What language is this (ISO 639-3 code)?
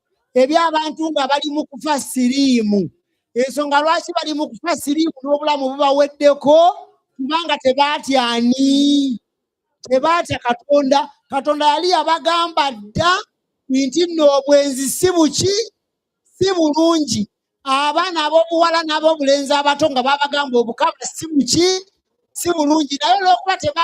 lug